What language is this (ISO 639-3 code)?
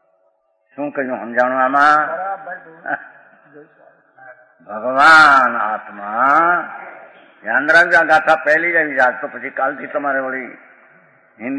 guj